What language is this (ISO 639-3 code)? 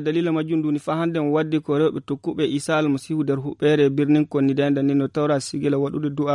fuv